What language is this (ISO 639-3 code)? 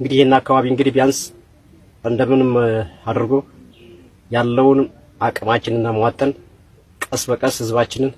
amh